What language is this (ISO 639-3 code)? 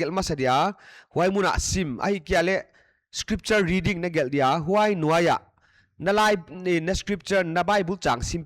pck